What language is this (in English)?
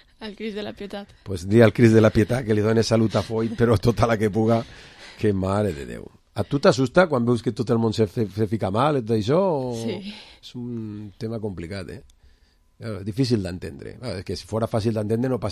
Catalan